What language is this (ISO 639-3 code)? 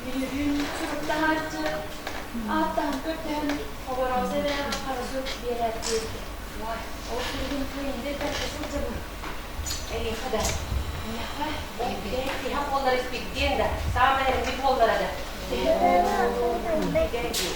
sah